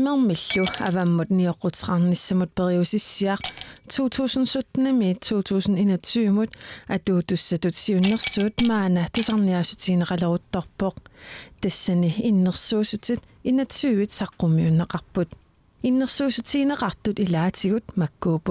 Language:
Kalaallisut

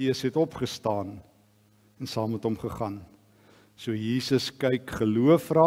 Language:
Afrikaans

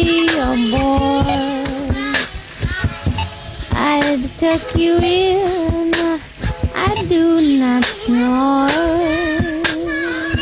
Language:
Basque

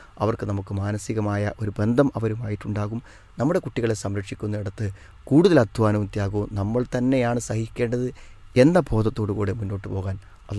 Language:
Malayalam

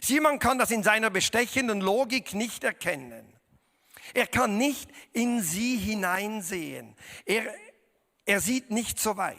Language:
Swiss German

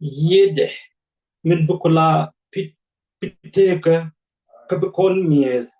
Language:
Nuer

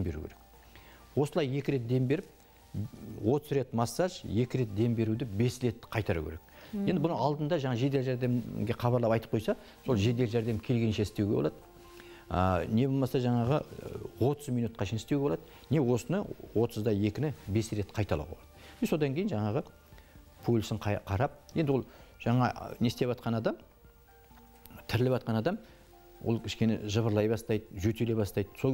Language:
Kazakh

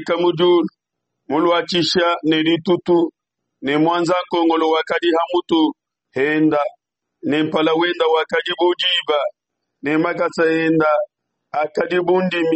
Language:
Luba-Lulua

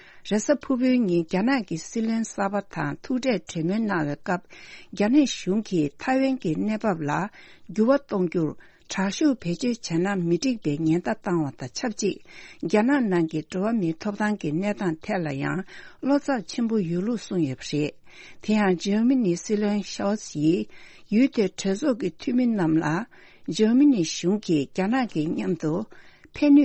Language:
Tibetan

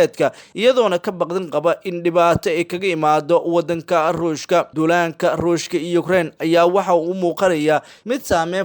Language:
Somali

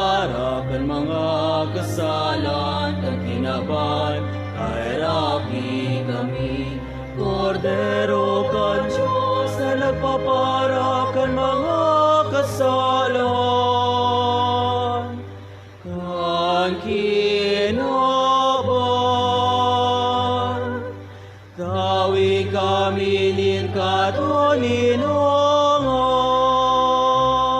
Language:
Bikol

